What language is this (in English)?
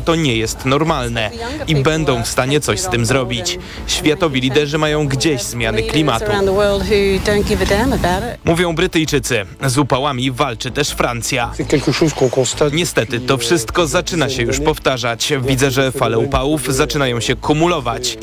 Polish